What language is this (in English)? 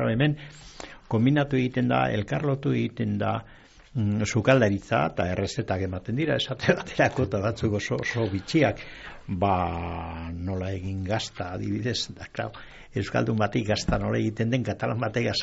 Basque